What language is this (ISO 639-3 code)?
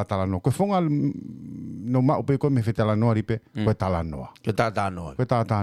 ton